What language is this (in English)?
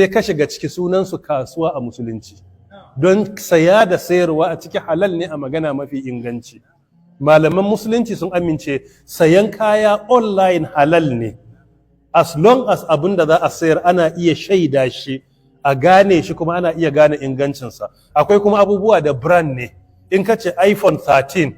Hausa